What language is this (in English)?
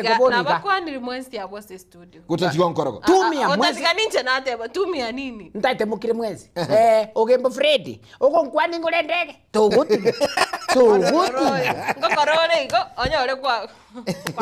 Gusii